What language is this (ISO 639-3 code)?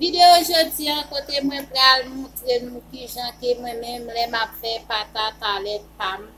hat